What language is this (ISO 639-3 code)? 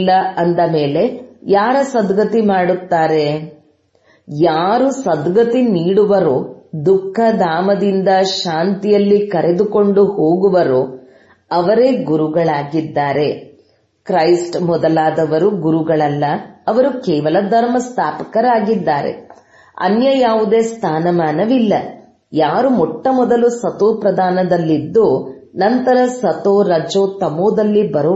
kan